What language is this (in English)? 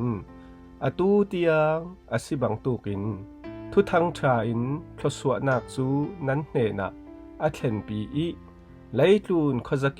Falam Chin